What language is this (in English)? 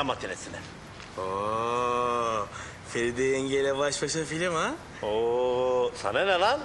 Turkish